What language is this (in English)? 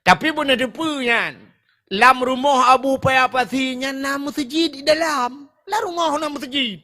Achinese